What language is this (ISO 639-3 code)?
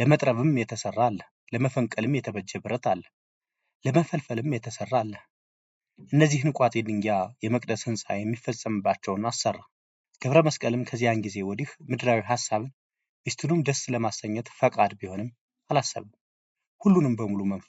amh